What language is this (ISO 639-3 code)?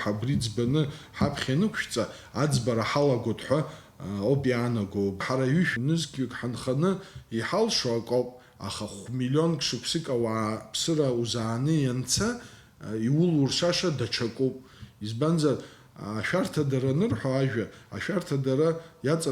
abk